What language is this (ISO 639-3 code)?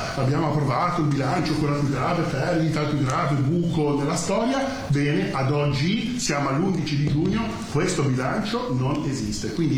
ita